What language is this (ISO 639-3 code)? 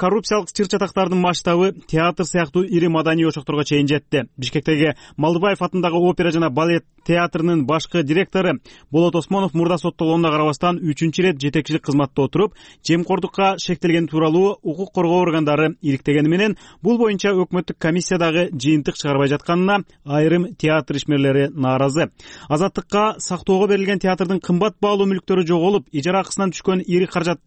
kir